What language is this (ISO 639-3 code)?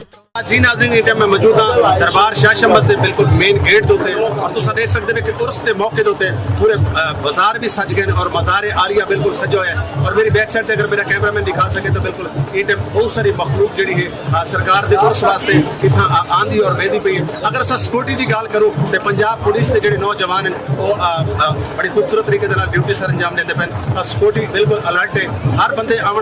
skr